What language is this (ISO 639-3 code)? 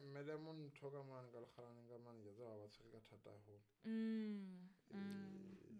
sot